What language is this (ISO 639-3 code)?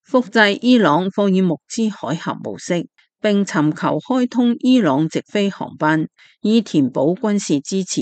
yue